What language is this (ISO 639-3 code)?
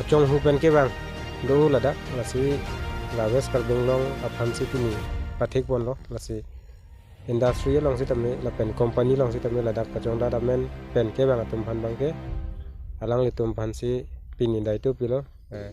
mjw